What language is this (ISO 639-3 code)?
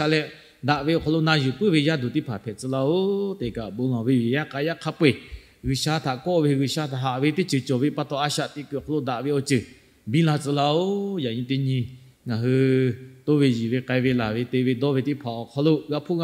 lhu